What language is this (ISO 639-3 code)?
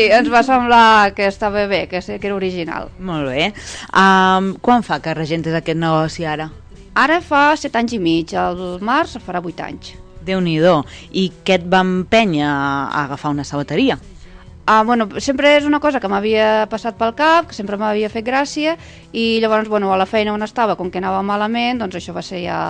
cat